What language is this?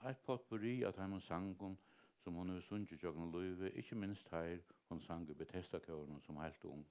Faroese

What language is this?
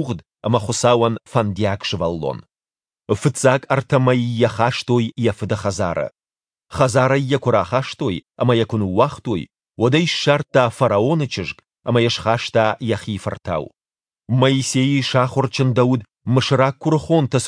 Ossetic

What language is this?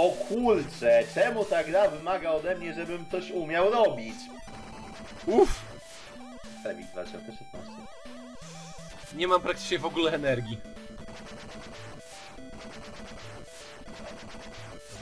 Polish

